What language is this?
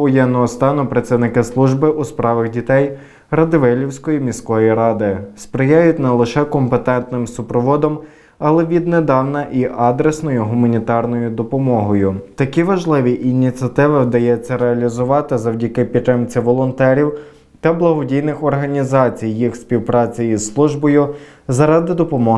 Ukrainian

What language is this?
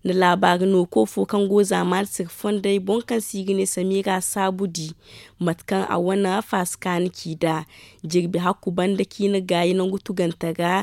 Zarma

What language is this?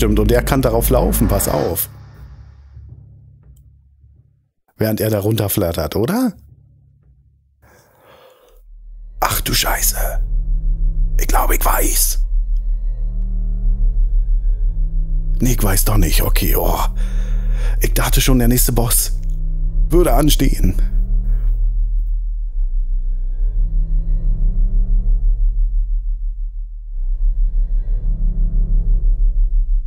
German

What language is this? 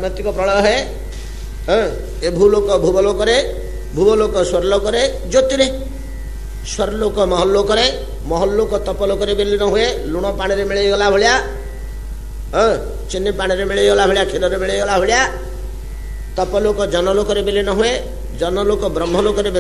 Odia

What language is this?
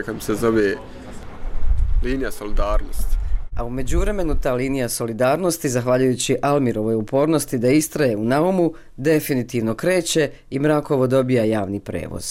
Bosnian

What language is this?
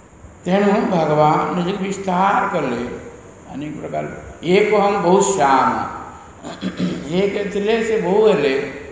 Odia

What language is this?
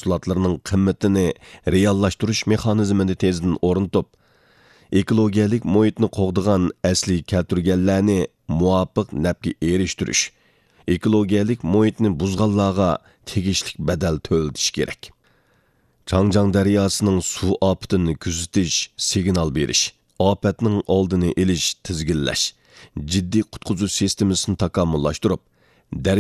Uyghur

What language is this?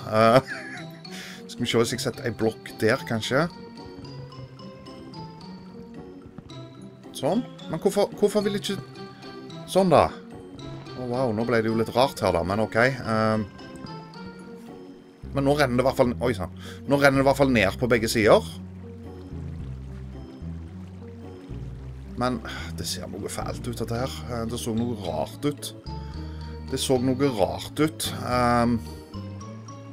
Norwegian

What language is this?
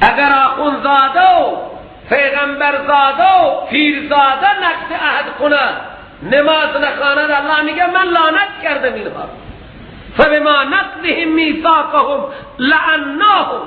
Persian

